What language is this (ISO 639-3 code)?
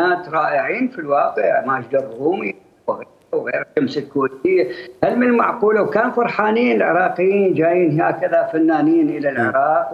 acm